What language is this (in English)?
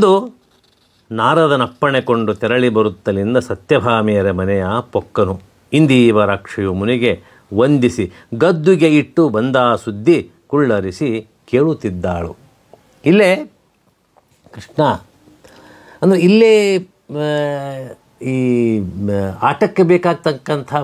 Kannada